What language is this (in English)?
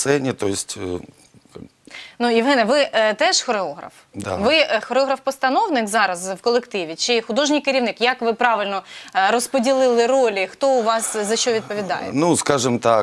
Ukrainian